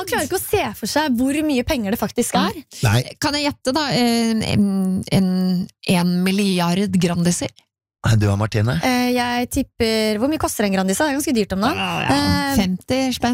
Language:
Norwegian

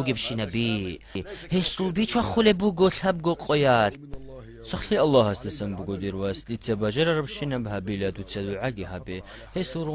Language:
Avaric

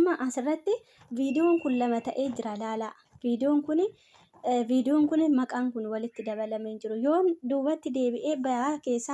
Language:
Oromo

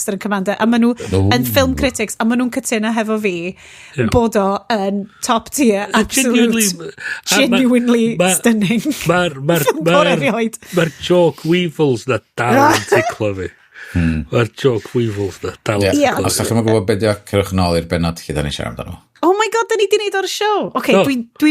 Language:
Welsh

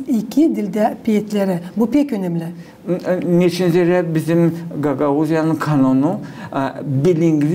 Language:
Gagauz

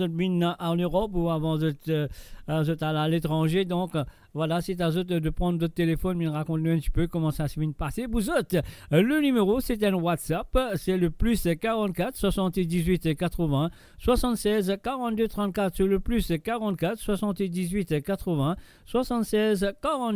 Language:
Morisyen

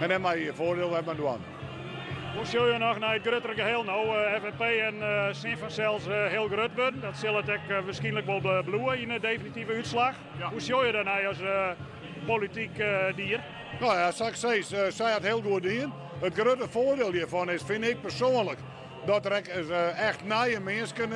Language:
Western Frisian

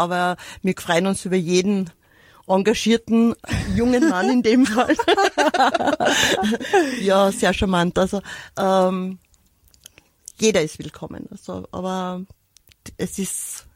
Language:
German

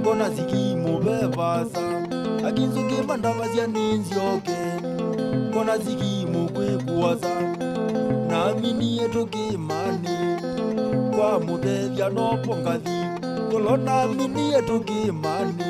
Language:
Kamba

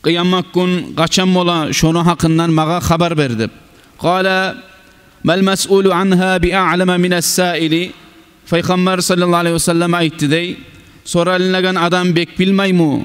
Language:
Kumyk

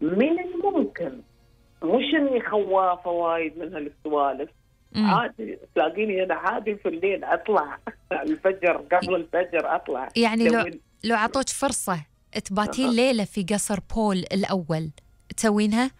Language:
Gulf Arabic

